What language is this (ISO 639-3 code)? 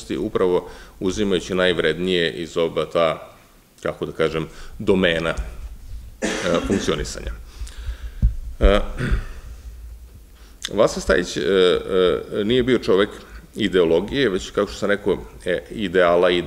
srp